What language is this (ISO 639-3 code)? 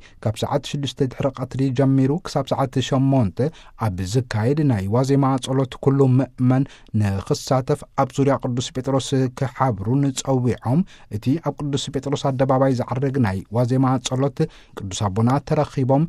tir